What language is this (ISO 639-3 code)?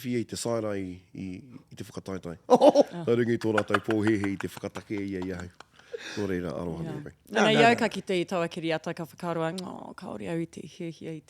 mri